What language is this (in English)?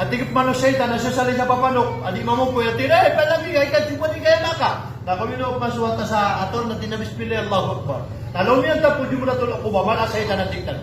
Maranao